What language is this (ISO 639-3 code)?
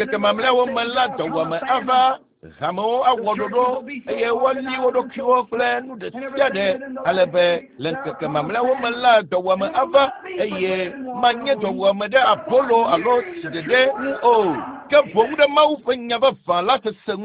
ewe